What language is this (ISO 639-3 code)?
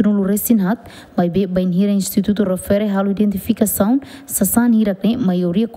tet